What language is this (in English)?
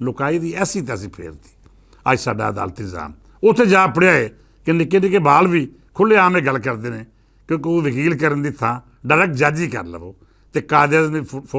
Western Panjabi